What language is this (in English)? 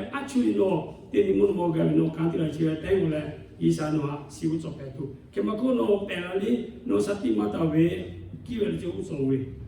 Lahu